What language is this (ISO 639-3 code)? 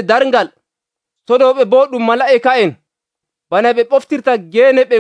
fuv